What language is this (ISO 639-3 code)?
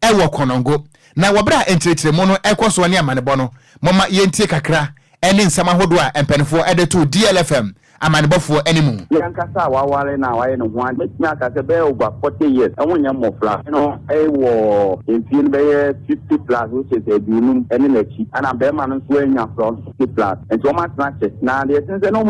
aka